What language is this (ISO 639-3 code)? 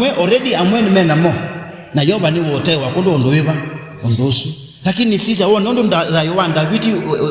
kam